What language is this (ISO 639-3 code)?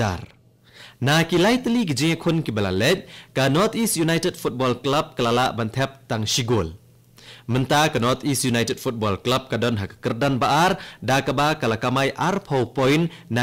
kha